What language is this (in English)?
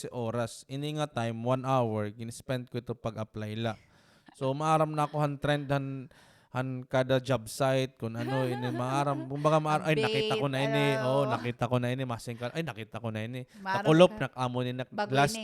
Waray